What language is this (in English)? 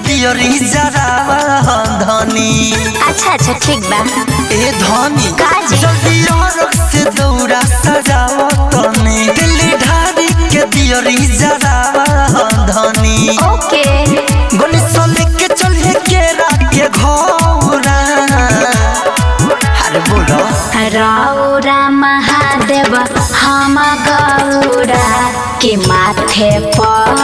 Bhojpuri